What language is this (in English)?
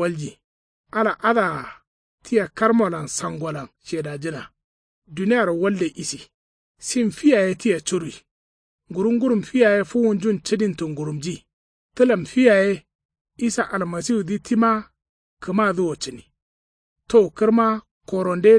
Kanuri